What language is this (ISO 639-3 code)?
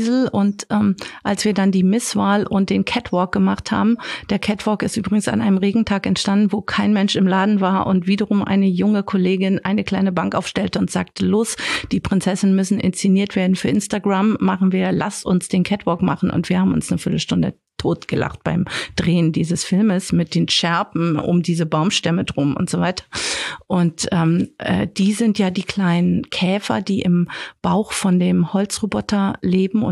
deu